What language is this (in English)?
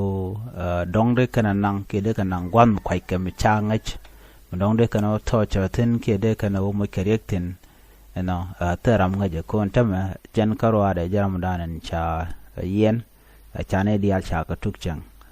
Nuer